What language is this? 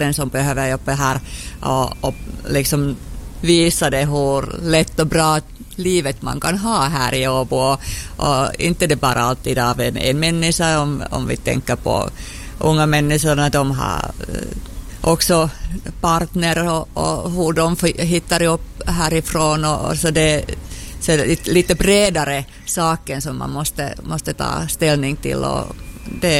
Swedish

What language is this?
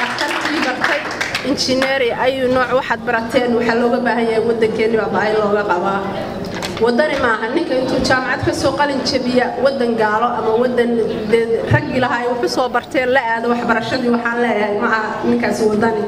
Somali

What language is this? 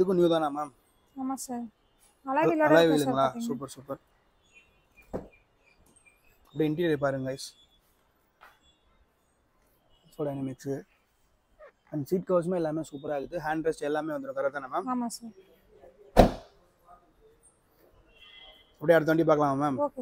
Tamil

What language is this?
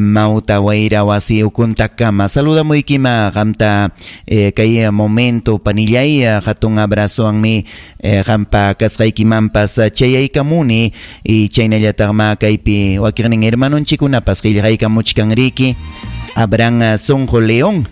Ayacucho Quechua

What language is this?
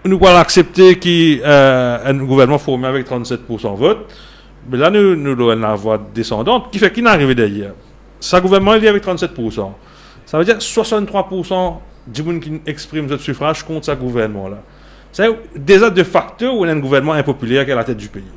Morisyen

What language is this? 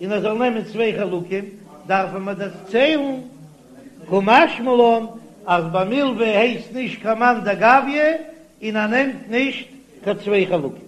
Yiddish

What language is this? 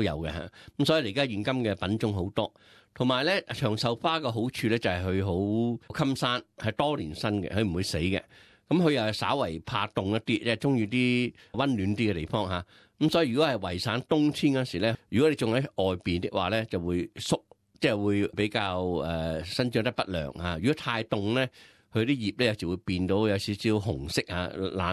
Cantonese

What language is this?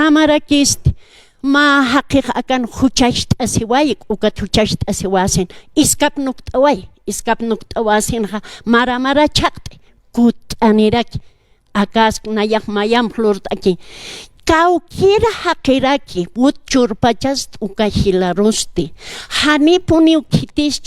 Aymara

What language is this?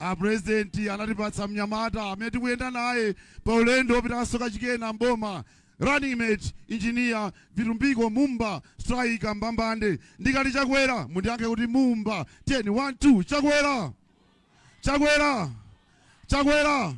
Nyanja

